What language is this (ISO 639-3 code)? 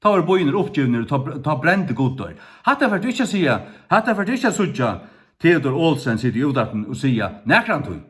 fao